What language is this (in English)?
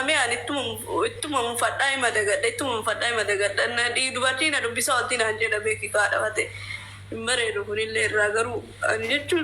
Oromo